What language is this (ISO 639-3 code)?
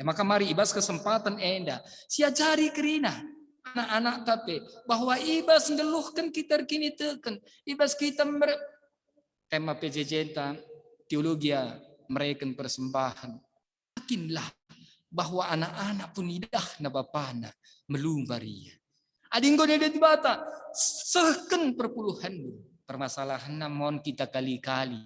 btx